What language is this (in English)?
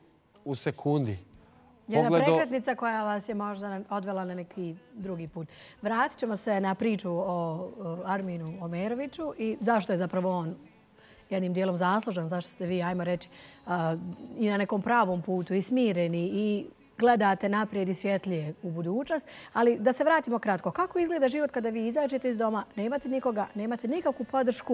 Bosnian